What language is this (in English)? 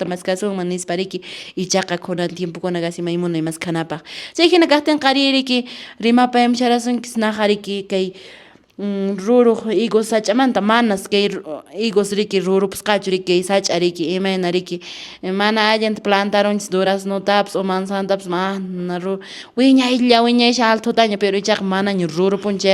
Quechua